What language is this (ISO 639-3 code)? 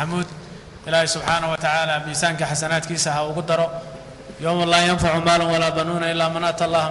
som